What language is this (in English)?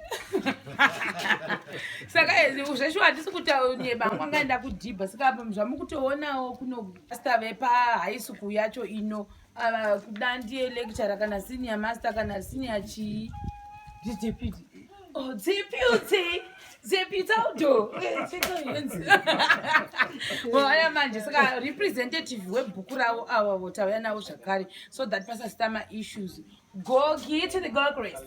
Shona